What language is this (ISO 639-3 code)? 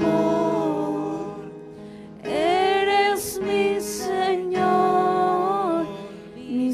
quh